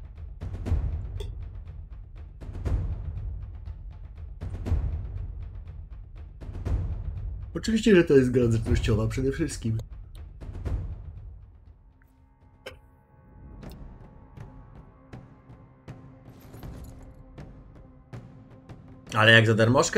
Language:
Polish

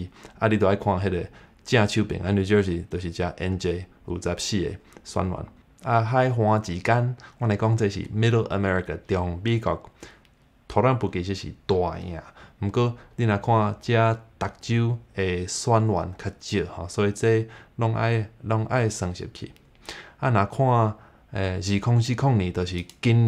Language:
Min Nan Chinese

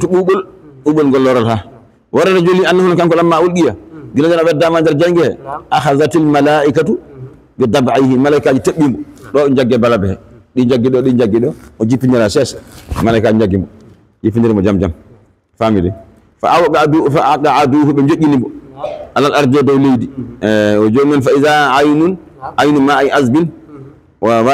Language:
Fula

